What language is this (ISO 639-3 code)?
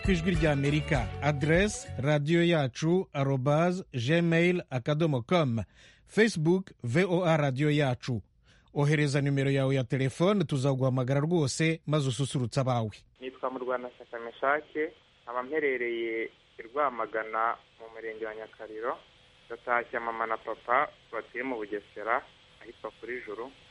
kin